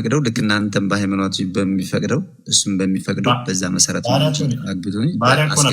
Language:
Amharic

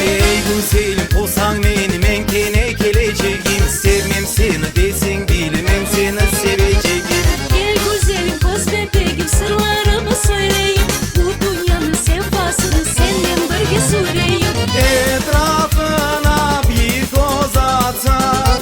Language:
Crimean Tatar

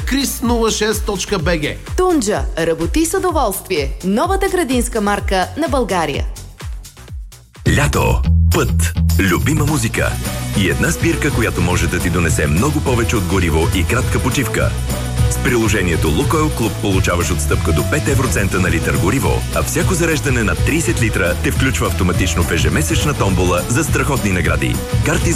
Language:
Bulgarian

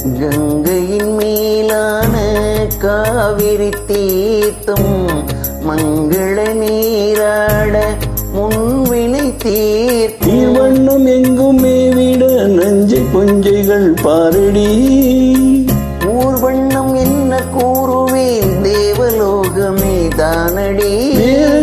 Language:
Tamil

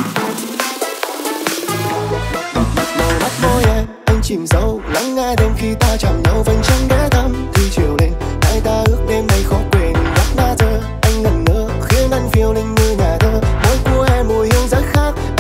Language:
Vietnamese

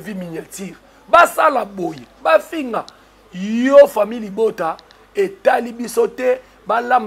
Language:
Lingala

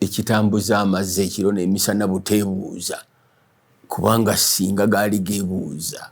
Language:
Ganda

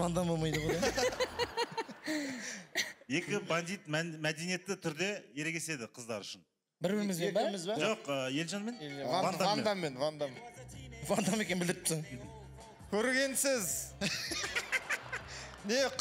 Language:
Kazakh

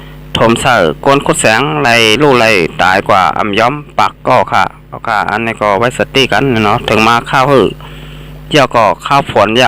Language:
Shan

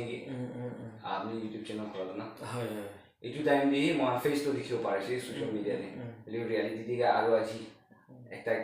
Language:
Naga Pidgin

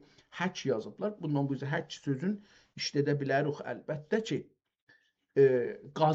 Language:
South Azerbaijani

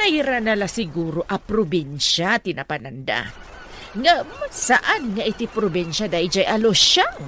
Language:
Iloko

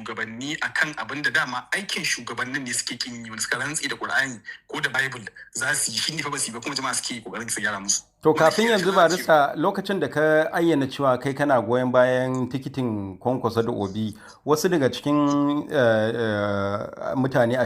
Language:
Hausa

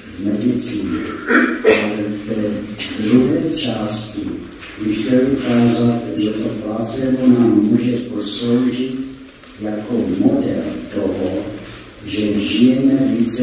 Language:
Czech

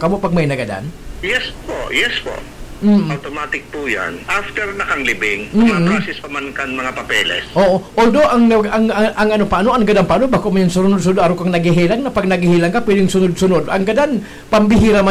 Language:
Bikol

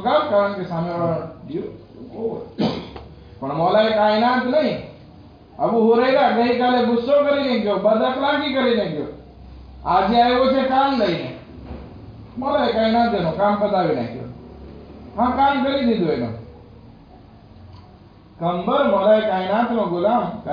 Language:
Gujarati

